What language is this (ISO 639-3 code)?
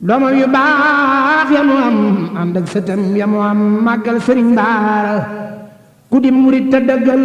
wol